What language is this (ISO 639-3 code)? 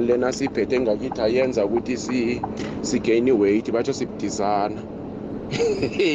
nbl